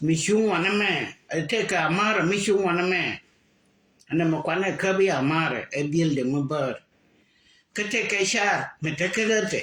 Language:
Nuer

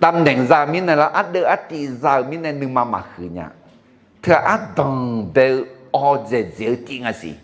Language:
Akha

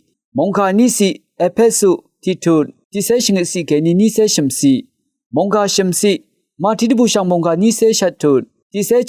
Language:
Rawang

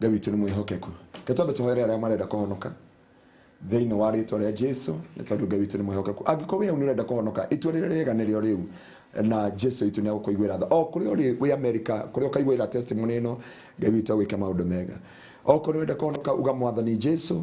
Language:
Kikuyu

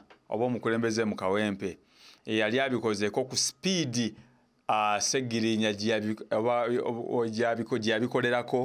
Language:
Ganda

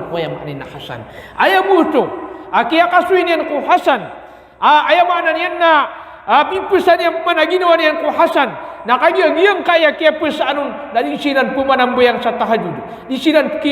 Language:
Maranao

